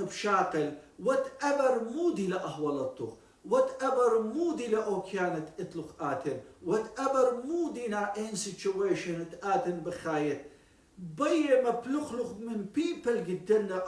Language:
Assyrian Neo-Aramaic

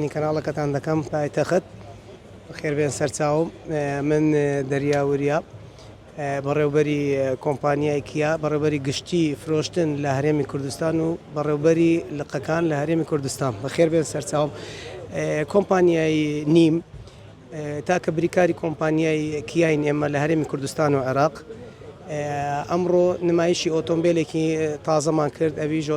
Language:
Central Kurdish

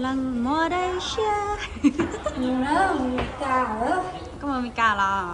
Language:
Hmong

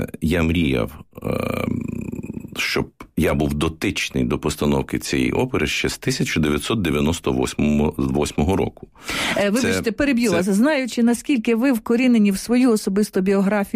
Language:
Ukrainian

